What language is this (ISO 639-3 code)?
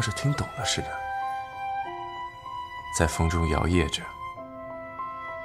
zho